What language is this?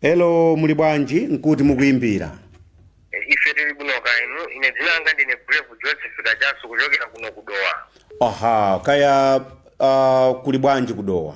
Nyanja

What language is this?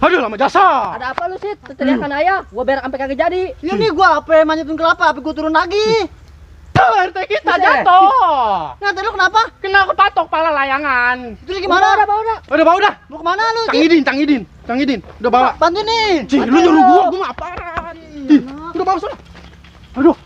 Betawi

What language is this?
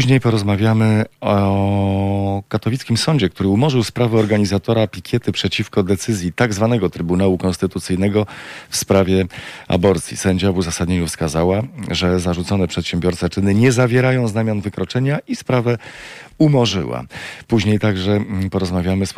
Polish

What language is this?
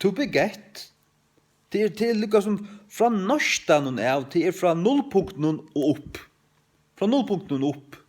Faroese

